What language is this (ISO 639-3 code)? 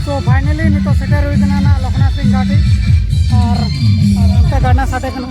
sat